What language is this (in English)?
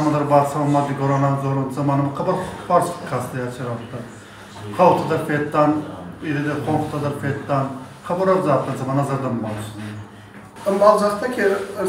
Ossetic